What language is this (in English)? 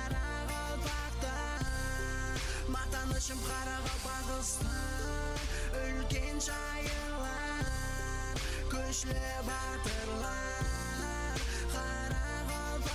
Kara-Kalpak